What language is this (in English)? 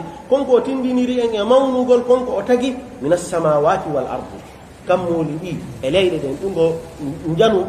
Pular